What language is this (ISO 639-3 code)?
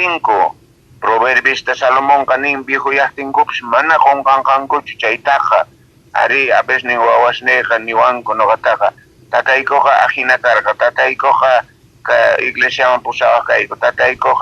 quh